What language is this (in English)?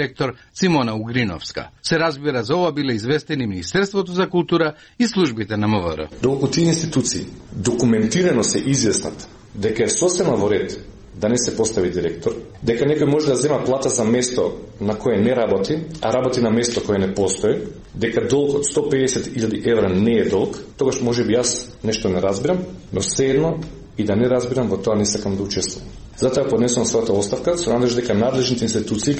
Macedonian